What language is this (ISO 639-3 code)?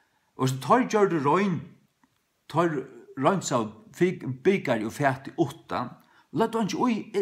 fao